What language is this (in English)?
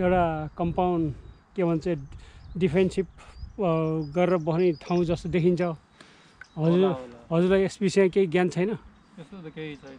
Nepali